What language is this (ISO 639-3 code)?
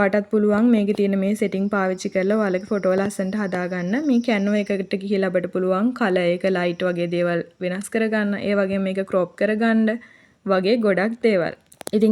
sin